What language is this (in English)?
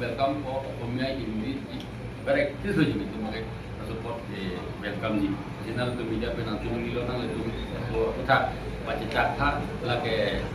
Karbi